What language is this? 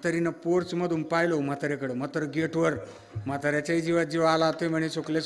Marathi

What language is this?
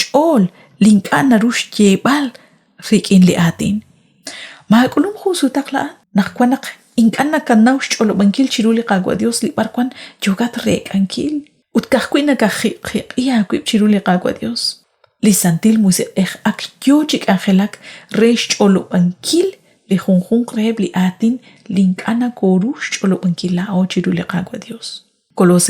Kekchí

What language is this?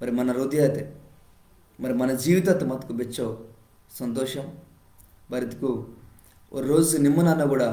Koya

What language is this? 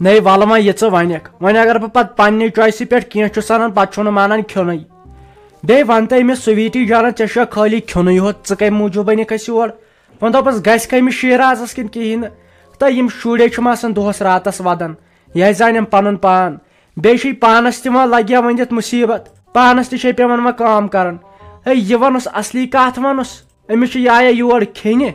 Kashmiri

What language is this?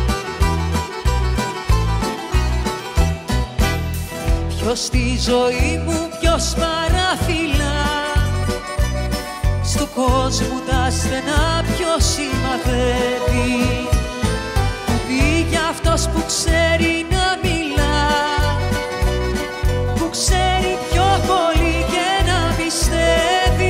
Greek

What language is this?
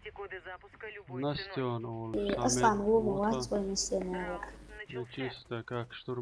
Chechen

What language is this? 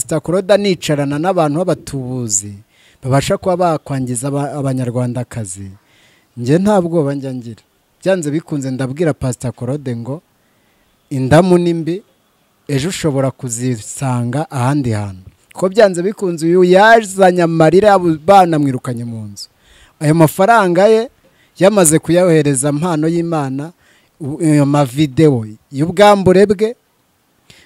Kinyarwanda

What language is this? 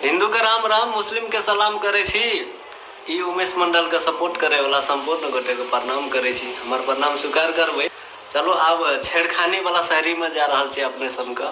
Maithili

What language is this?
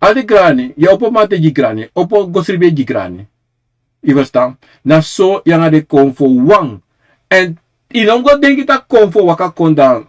Sranan Tongo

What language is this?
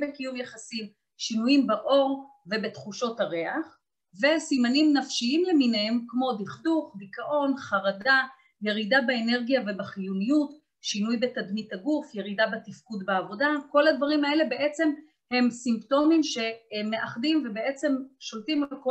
Hebrew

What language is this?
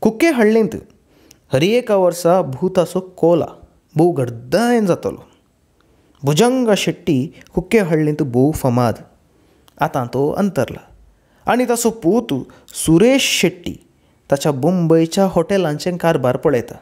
Konkani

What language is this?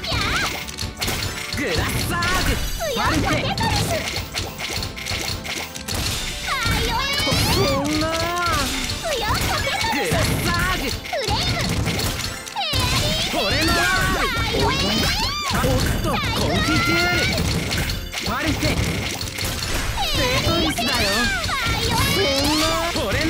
Japanese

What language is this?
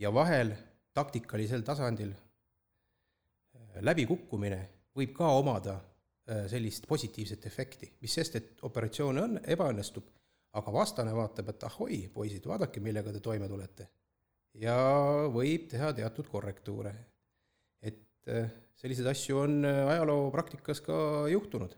Estonian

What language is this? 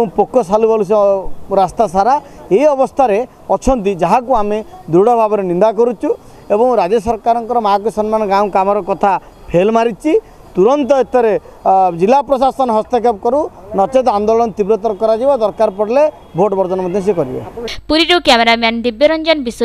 Odia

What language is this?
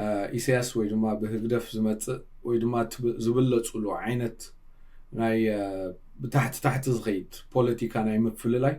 Tigrinya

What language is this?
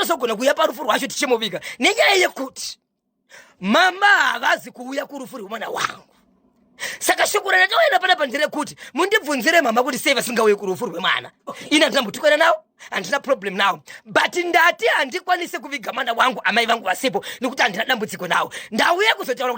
Shona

